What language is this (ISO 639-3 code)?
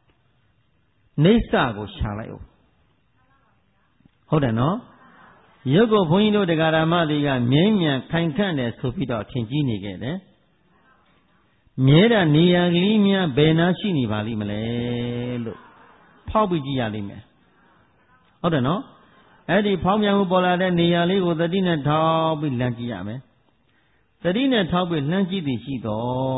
mya